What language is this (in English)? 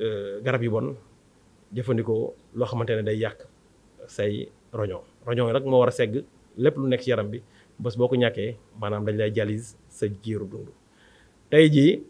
Wolof